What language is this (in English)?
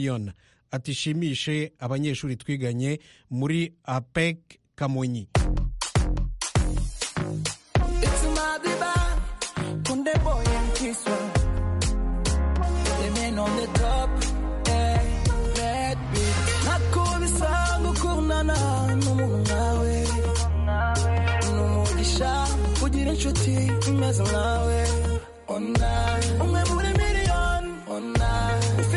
Kinyarwanda